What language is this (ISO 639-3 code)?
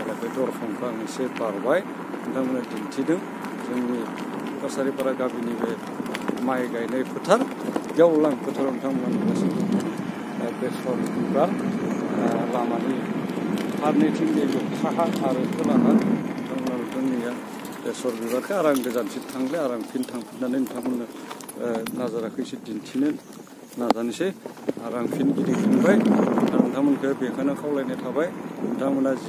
brx